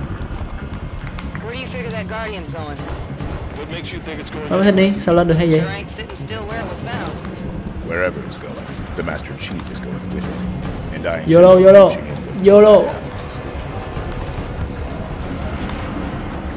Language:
Vietnamese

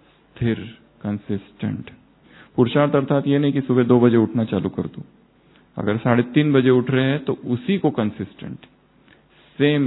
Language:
Hindi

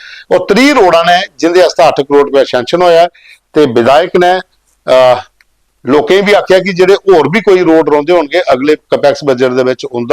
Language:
Dogri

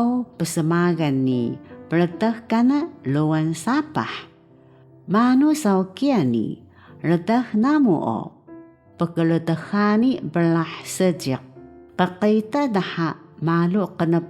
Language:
Taroko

